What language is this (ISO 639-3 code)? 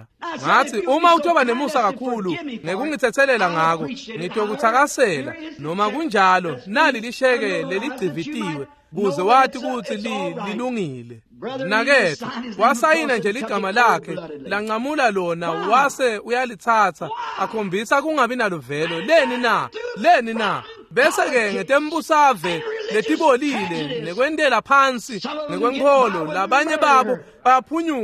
ssw